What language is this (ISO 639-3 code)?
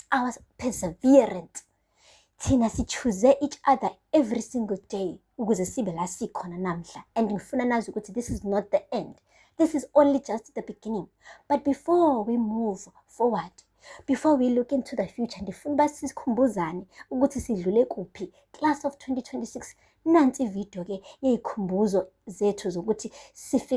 zul